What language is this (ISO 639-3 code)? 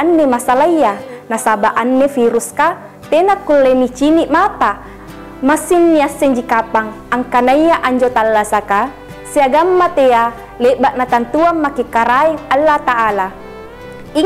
mak